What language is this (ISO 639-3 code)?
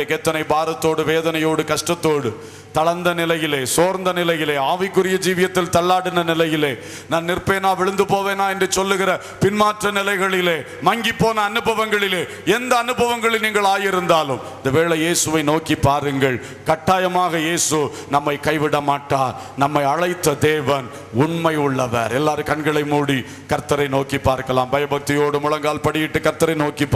tam